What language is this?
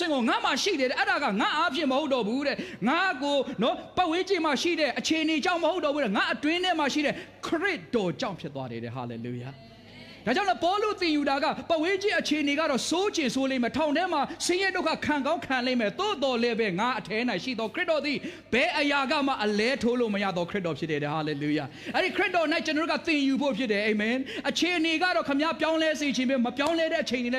Burmese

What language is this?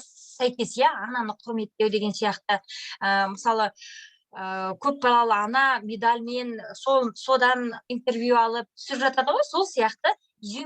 Kazakh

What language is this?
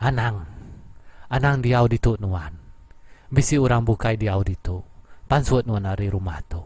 Iban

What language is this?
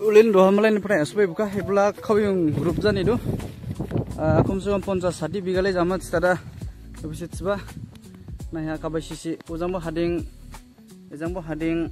Dimasa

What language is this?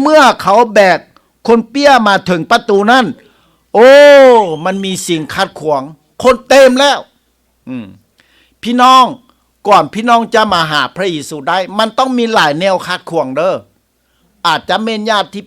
Lao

